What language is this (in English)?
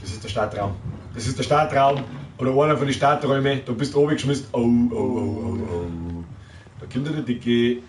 Bavarian